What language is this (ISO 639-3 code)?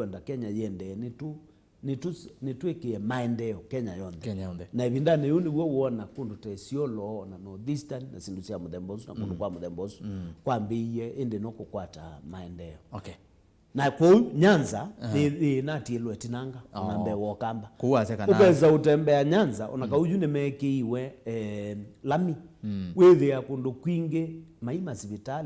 kam